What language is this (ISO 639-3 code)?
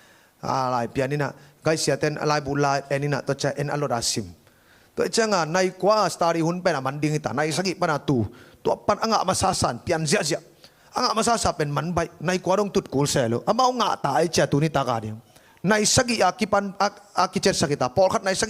ctd